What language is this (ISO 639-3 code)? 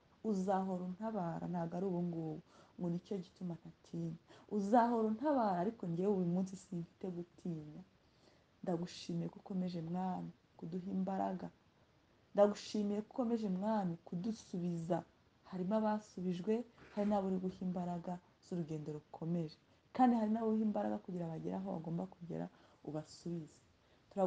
kin